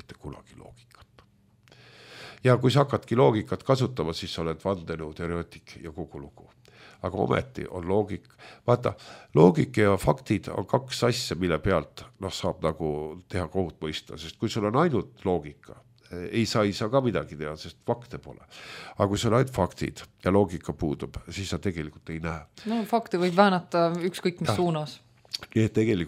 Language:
Estonian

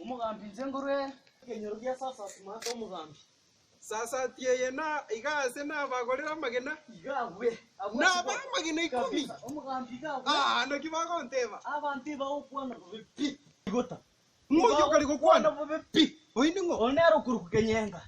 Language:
Gusii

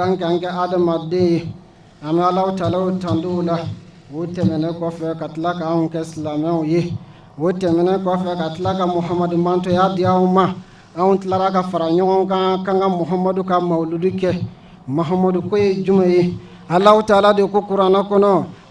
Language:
Bambara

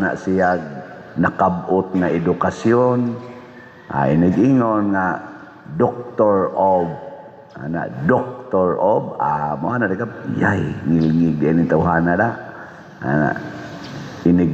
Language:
Cebuano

